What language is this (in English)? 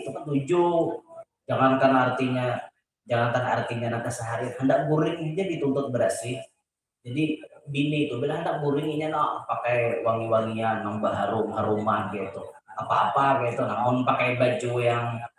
Banjar